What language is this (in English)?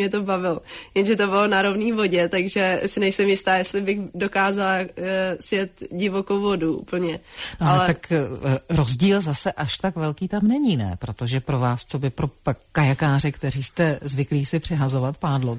Czech